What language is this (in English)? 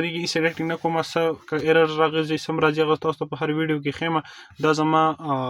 Pashto